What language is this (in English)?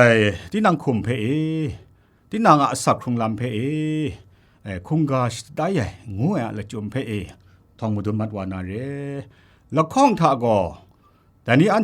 Kachin